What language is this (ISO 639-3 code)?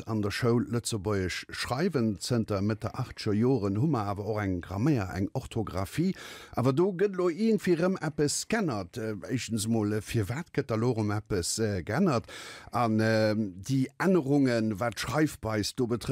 ltz